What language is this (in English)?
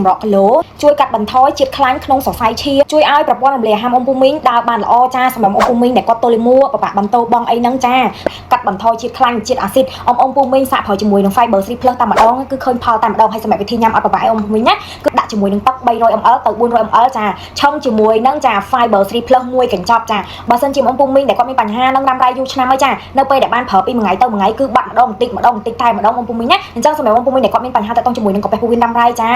Khmer